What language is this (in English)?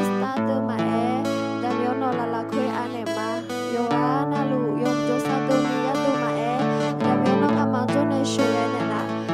Akha